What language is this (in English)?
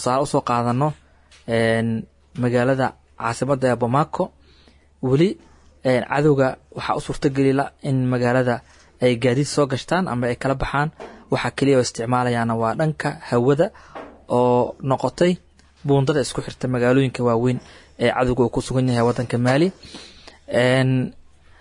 Somali